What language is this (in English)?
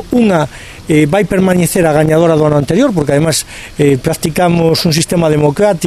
Galician